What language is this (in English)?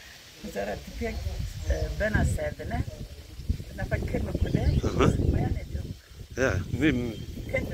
Zaza